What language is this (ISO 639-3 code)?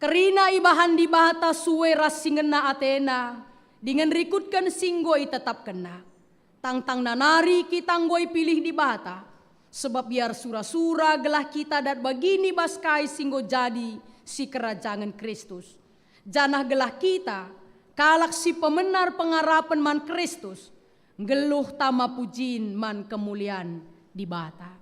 btx